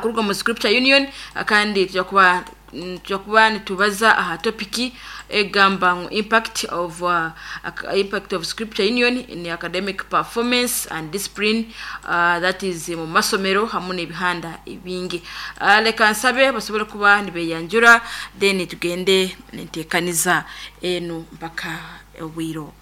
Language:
Nyankole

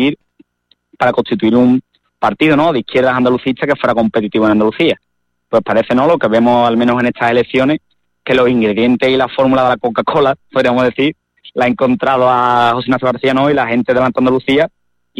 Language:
Spanish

